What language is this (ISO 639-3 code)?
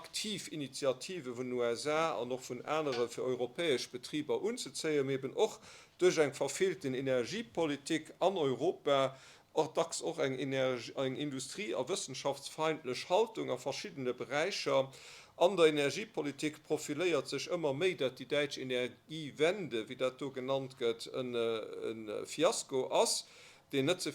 ltz